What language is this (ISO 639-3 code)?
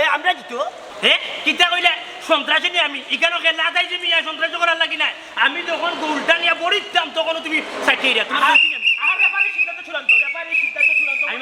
syl